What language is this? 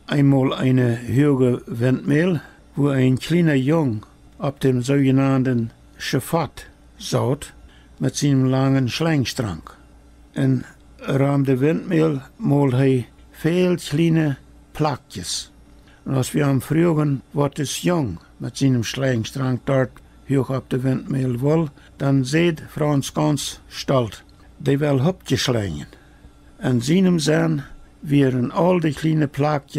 Plautdietsch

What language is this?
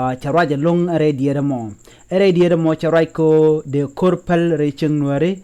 Nuer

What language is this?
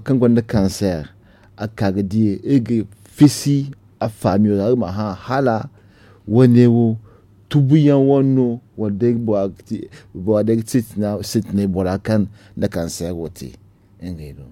Zarma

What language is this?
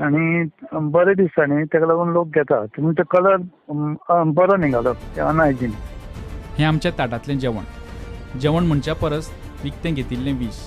Konkani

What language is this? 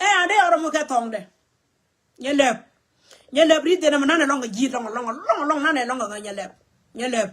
Nuer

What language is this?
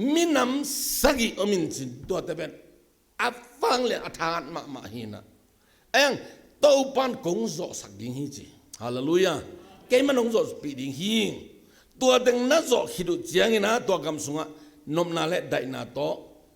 Tedim Chin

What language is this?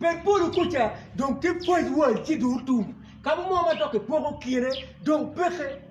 Acoli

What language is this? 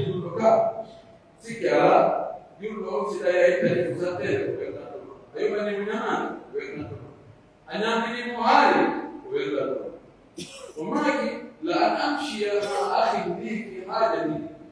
Pular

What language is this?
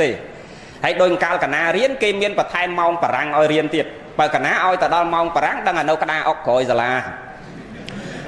Khmer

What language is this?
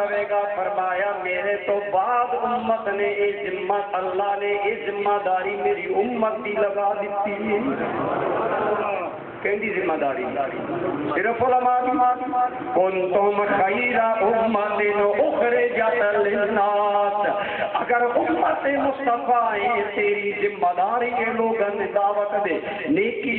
Urdu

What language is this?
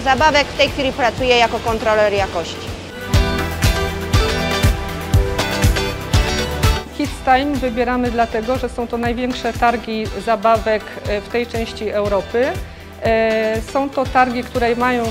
Polish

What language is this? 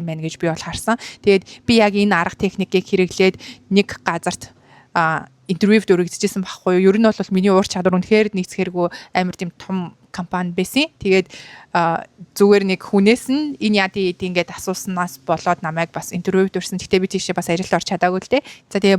Mongolian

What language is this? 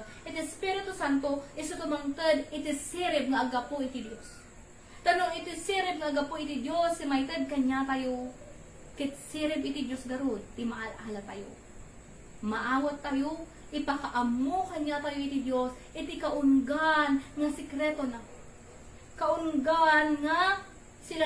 Iloko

